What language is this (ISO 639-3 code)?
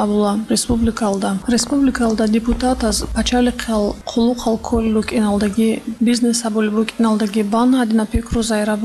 ava